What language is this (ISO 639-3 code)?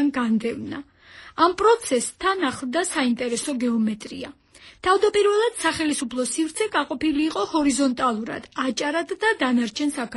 kat